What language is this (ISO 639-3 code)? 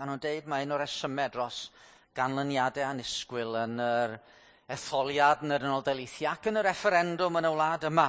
cym